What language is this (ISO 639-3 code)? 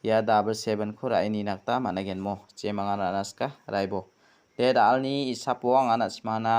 grt